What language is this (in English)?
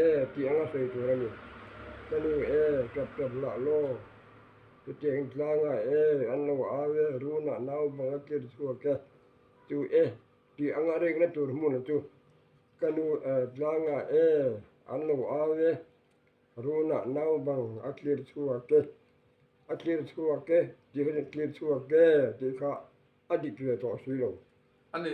Mizo